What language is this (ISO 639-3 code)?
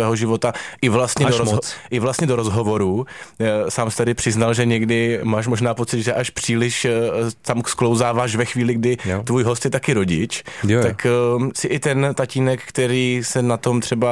ces